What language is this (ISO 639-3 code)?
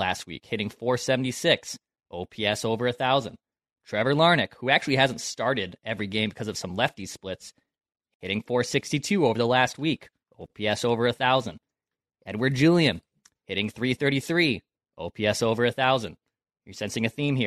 eng